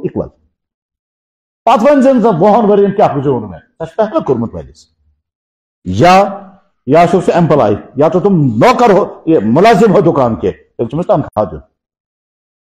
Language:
Kashmiri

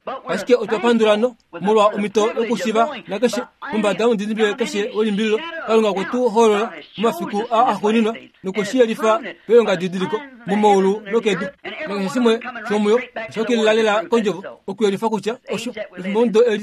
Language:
Kuanyama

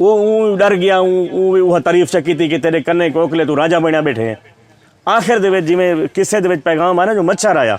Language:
Saraiki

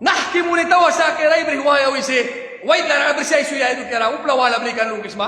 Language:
Mískito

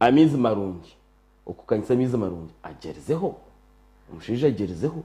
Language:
Nyankole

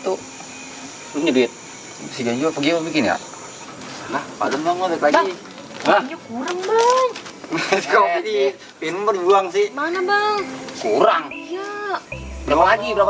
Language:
Betawi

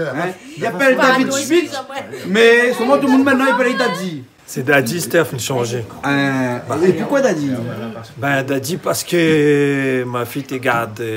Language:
Réunion Creole French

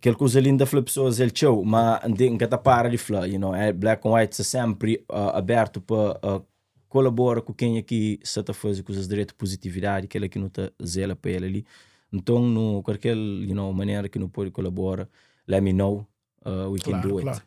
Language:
Kabuverdianu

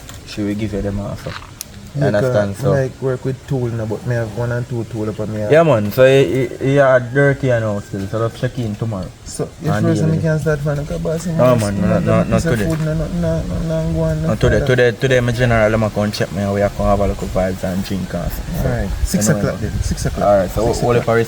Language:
Jamaican Creole English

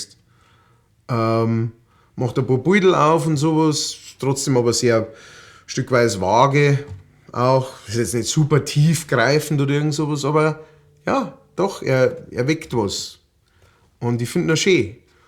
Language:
Bavarian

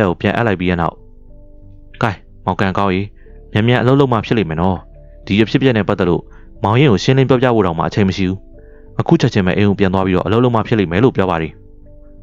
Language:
Burmese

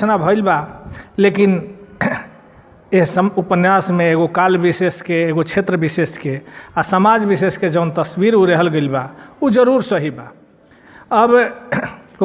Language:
Bhojpuri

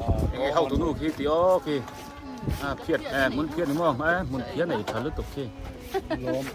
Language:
Biete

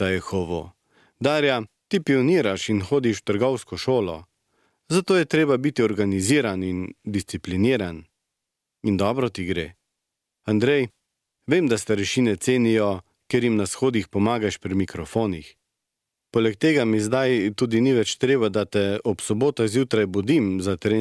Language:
Slovenian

